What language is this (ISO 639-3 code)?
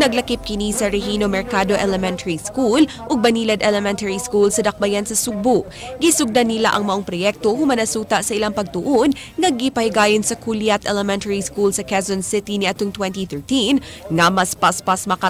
ceb